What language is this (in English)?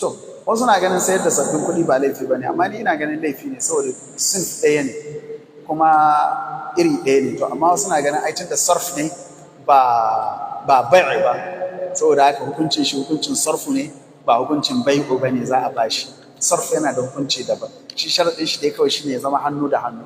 Hausa